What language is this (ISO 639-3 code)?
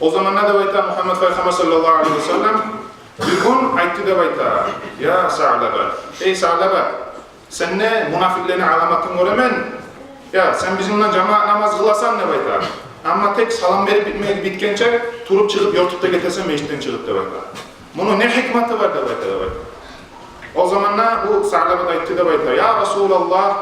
kum